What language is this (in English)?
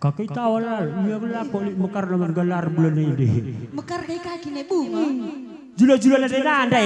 Batak Karo